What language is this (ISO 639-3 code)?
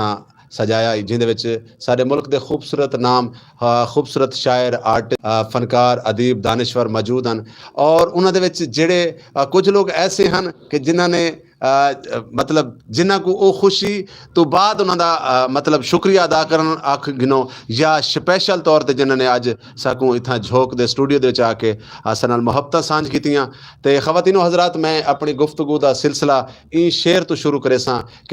skr